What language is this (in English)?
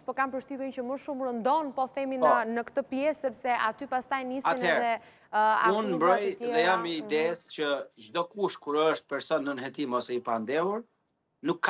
Albanian